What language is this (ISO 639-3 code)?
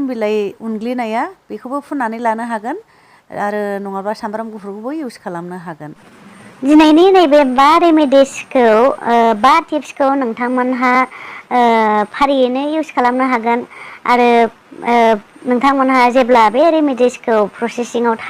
brx